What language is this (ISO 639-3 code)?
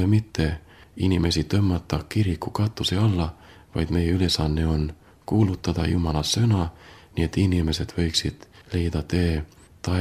est